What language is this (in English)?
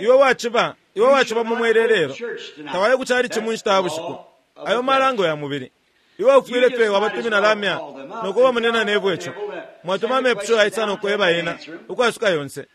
Bemba